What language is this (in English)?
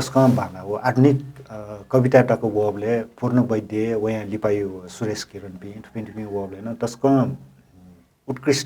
Newari